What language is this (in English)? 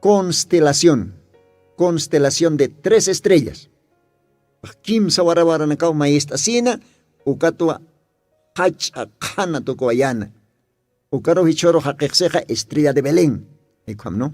Aymara